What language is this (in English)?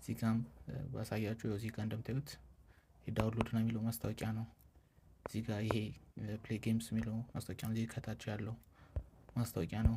Amharic